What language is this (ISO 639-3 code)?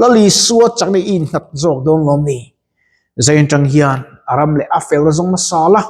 lus